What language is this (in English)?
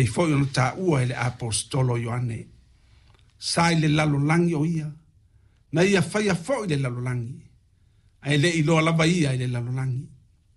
Samoan